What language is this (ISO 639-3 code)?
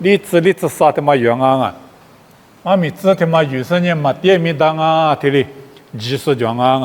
lis